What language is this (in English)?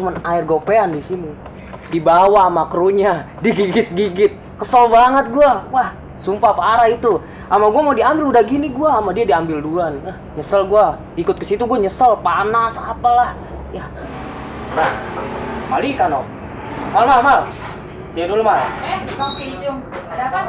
Betawi